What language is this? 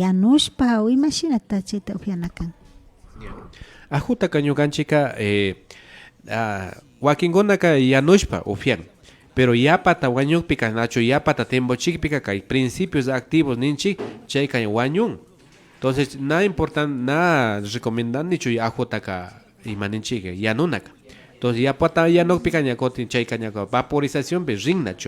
Imbabura Highland Quichua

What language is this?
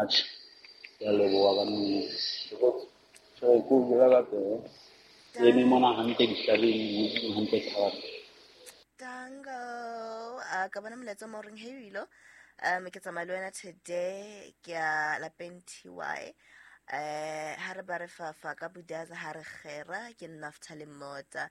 Southern Sotho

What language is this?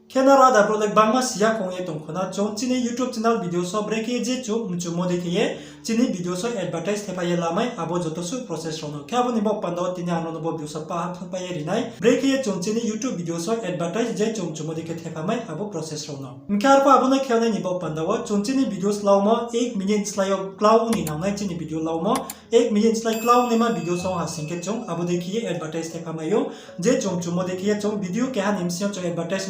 Riang (India)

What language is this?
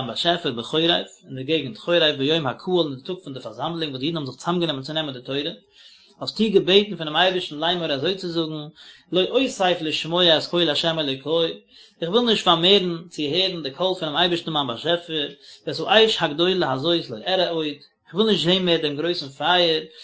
Yiddish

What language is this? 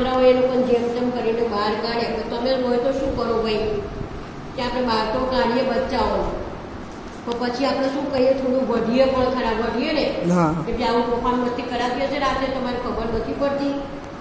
Gujarati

